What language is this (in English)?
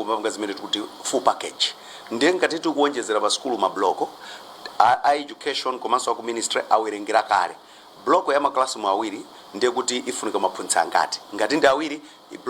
Nyanja